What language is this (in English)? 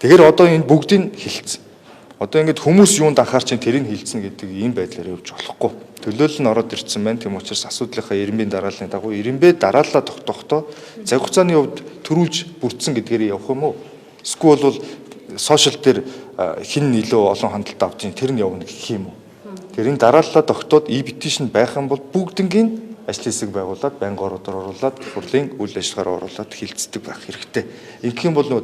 Mongolian